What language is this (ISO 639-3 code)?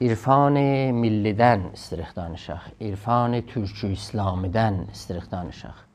azb